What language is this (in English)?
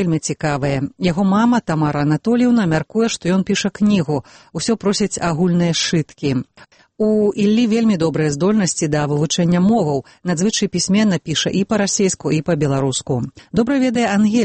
Belarusian